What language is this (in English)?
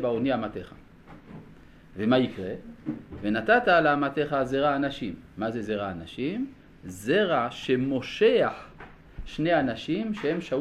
Hebrew